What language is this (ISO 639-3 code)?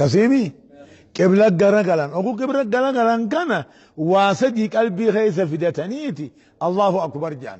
orm